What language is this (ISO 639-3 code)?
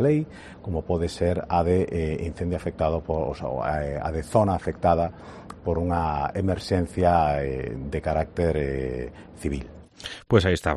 glg